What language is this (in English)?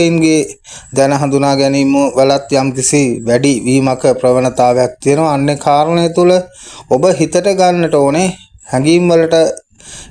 Sinhala